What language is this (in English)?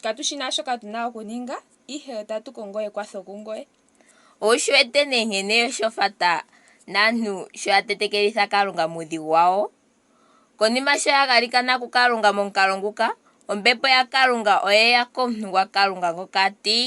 Ndonga